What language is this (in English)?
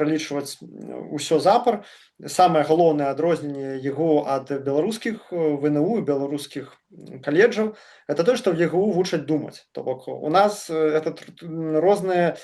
Belarusian